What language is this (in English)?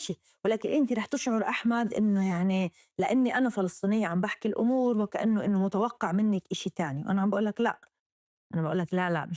North Levantine Arabic